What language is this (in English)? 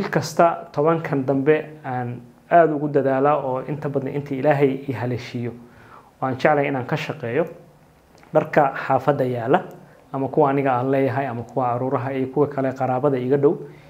Somali